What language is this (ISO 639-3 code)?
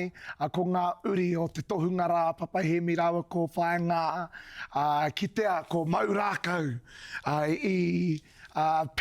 mri